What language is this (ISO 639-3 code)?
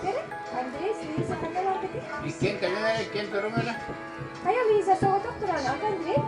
sah